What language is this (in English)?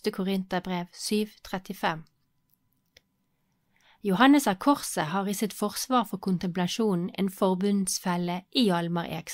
Norwegian